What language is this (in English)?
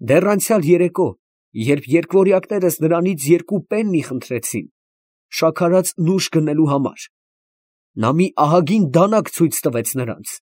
Armenian